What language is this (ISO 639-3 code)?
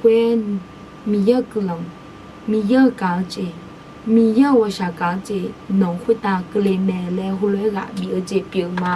ahk